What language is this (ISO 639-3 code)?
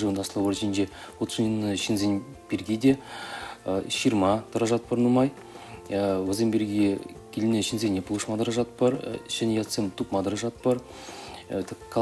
chv